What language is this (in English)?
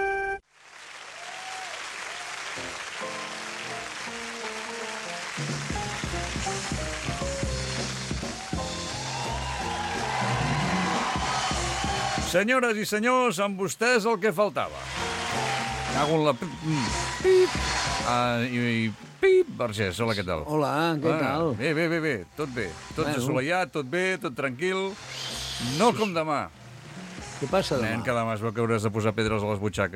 Catalan